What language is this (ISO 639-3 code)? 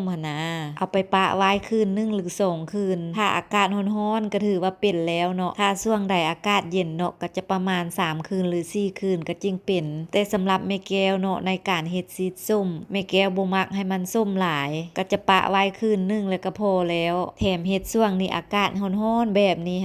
lao